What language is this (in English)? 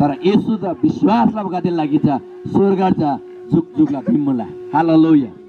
Eastern Tamang